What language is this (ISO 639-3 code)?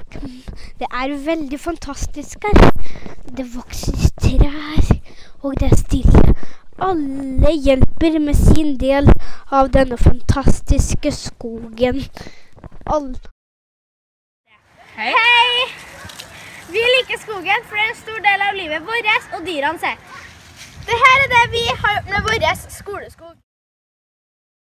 nor